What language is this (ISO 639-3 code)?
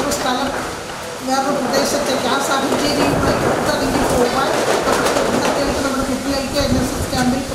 mal